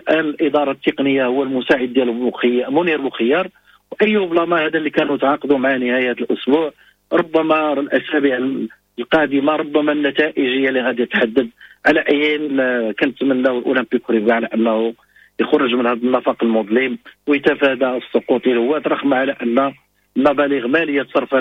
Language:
Moroccan Arabic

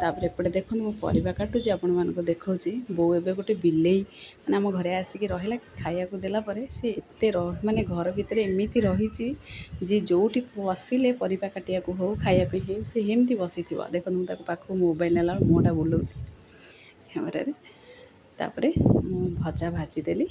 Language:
Odia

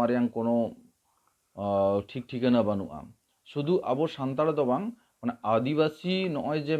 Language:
Santali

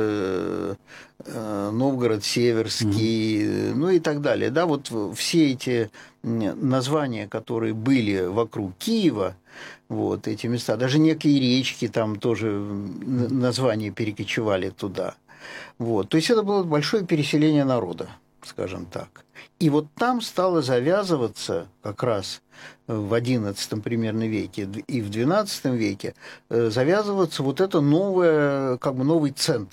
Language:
Russian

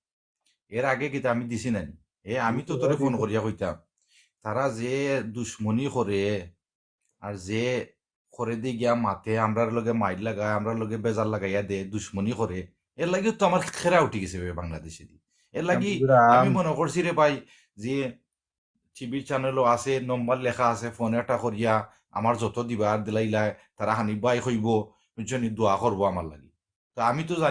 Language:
Sylheti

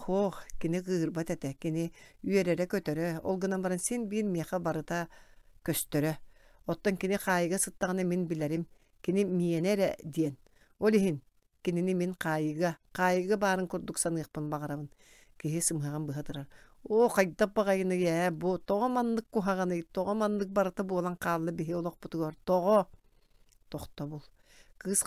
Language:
Yakut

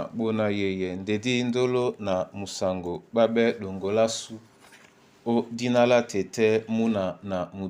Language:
Duala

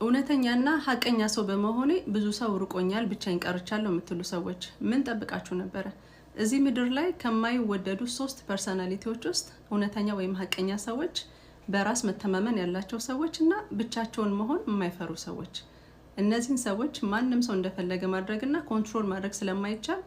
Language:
Amharic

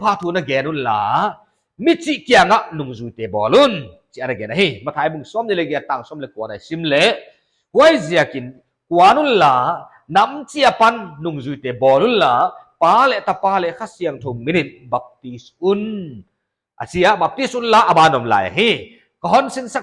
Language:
Paite Chin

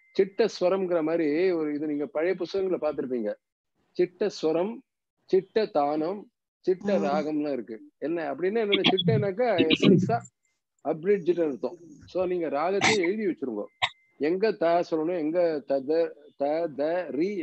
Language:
Tamil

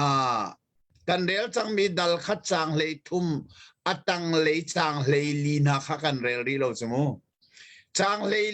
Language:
Hakha Chin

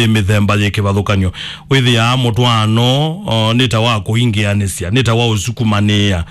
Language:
Kamba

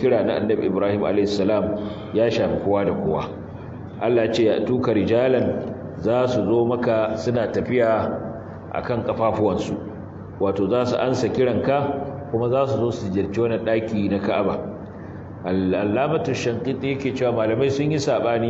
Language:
Hausa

